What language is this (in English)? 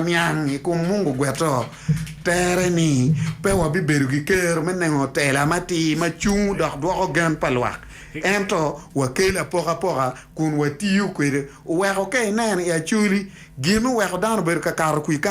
Acoli